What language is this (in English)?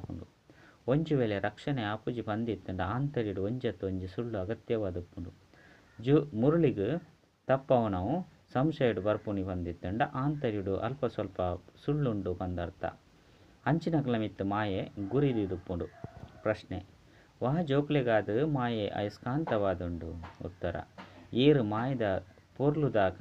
Tulu